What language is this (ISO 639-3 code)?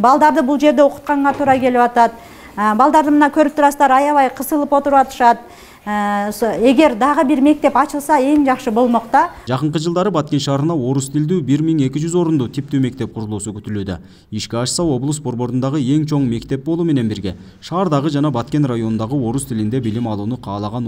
kir